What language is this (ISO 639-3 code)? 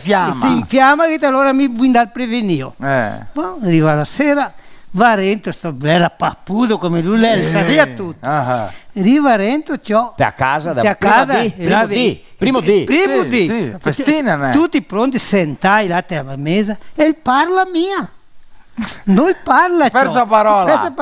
vec